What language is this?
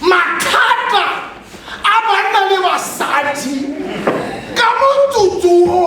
Tswana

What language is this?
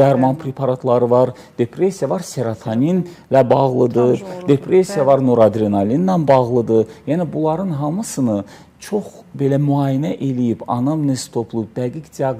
Azerbaijani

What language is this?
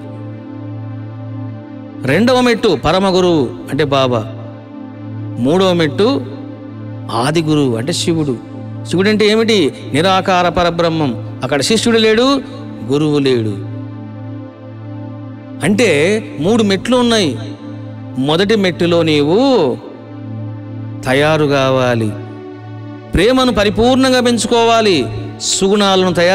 Telugu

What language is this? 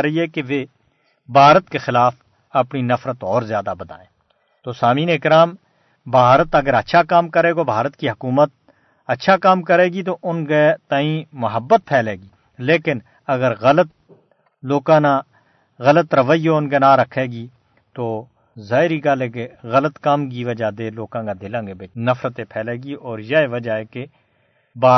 Gujari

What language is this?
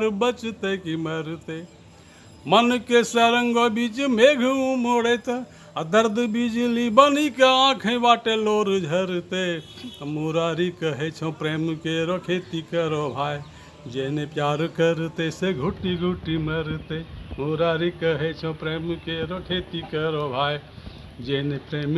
Angika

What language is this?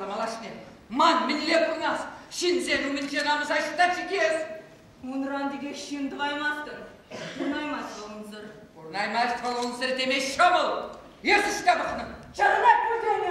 Chuvash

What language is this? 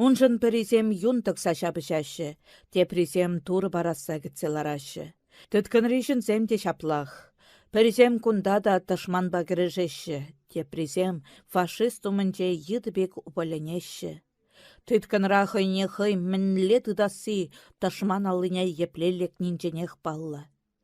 Chuvash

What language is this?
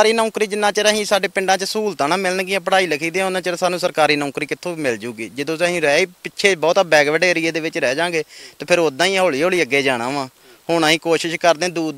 Punjabi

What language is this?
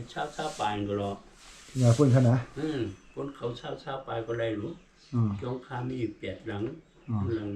Shan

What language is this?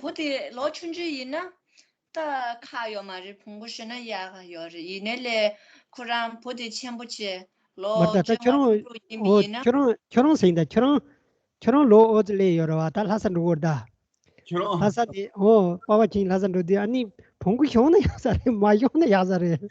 Tibetan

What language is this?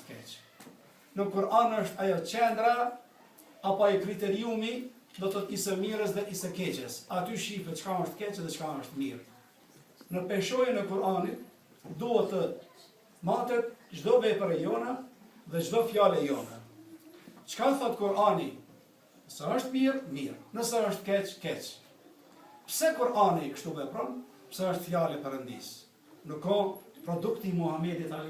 Albanian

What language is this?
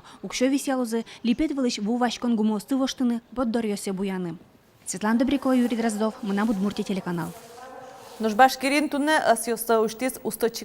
Udmurt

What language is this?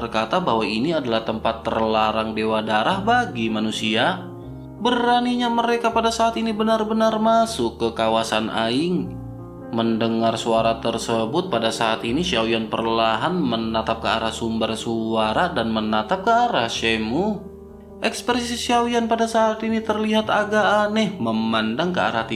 Indonesian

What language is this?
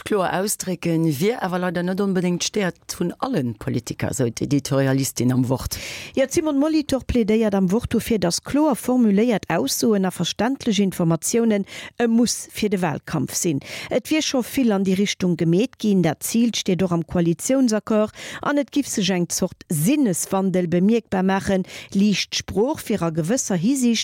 Luxembourgish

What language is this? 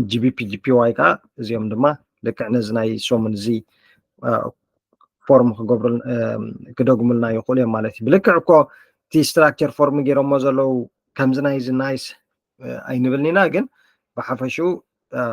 Tigrinya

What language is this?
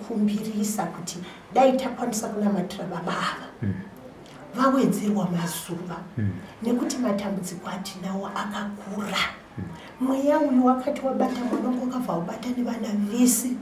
Shona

